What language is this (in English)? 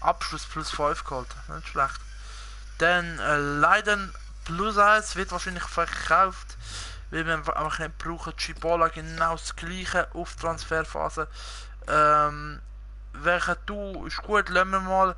Swiss German